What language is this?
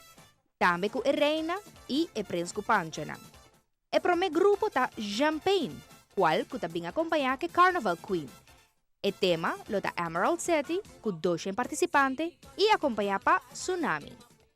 Papiamento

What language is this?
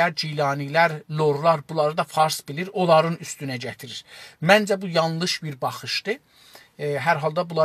South Azerbaijani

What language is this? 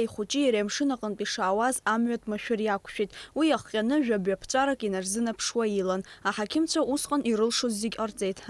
Abkhazian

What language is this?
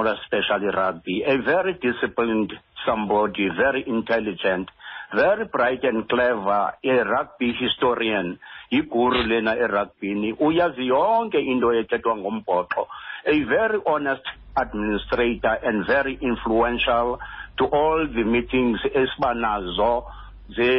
Xhosa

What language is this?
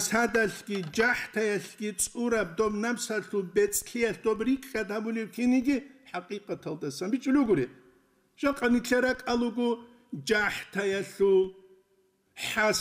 Avaric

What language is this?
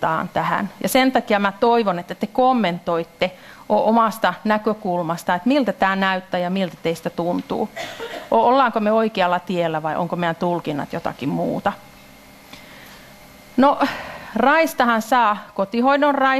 Finnish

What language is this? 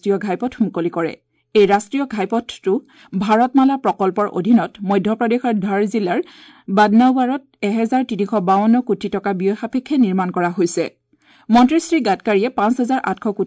Assamese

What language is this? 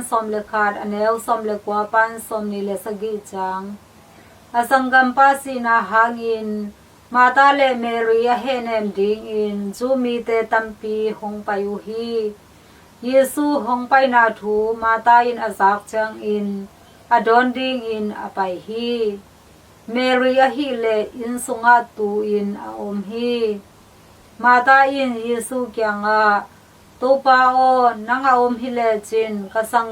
Tedim Chin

